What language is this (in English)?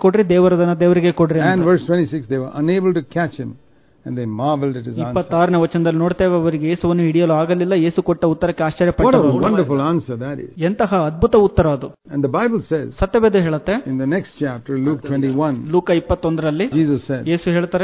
Kannada